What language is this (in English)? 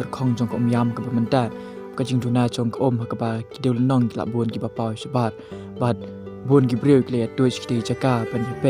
Khasi